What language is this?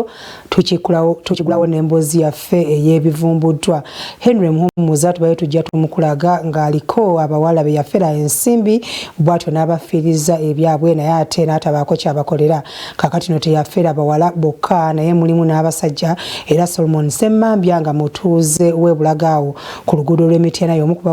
Ganda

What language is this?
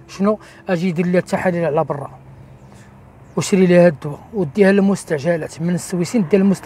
Moroccan Arabic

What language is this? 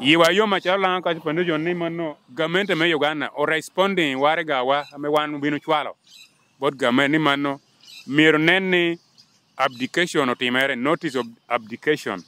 Lango (Uganda)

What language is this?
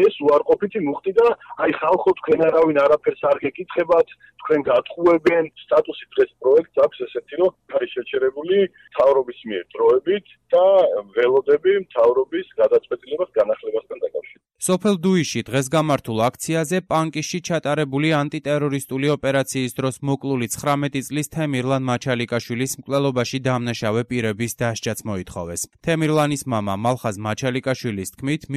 Georgian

